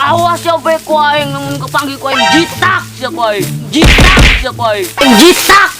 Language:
Sundanese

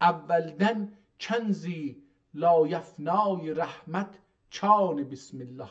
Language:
South Azerbaijani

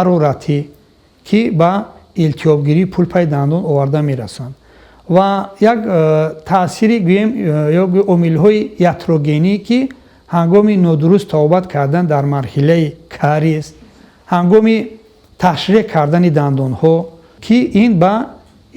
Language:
Tajik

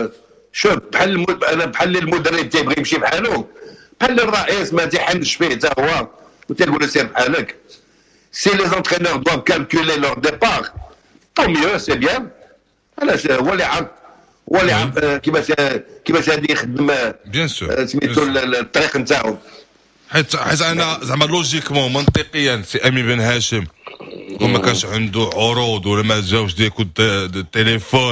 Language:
Moroccan Arabic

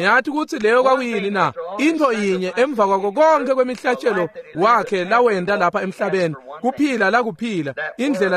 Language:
Swati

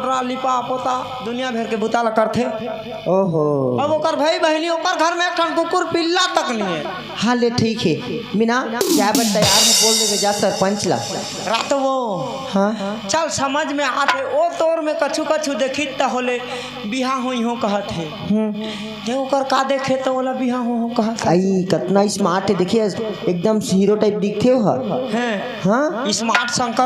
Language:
Chhattisgarhi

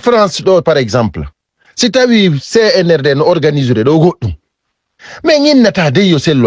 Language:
Fula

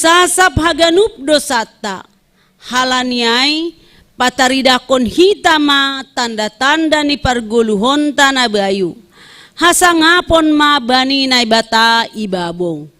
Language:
Batak Simalungun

